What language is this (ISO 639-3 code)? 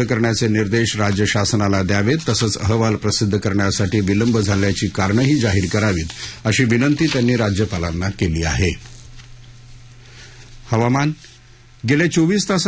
mar